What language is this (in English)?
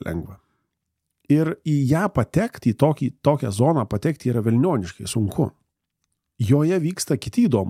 Lithuanian